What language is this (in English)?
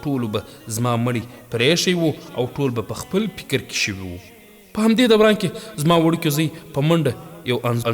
Pashto